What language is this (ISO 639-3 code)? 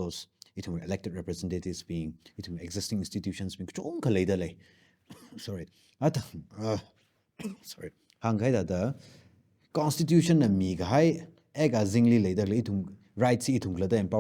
nmf